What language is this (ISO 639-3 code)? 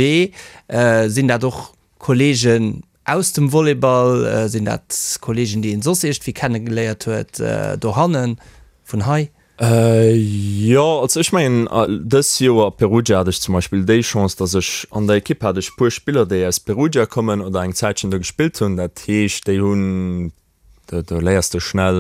ltz